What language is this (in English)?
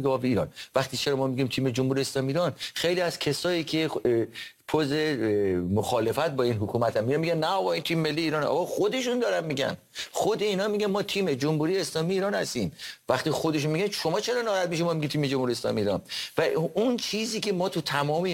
Persian